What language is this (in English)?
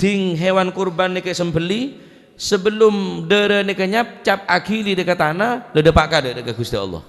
Madurese